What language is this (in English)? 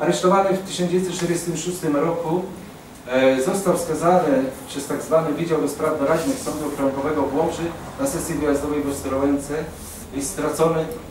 Polish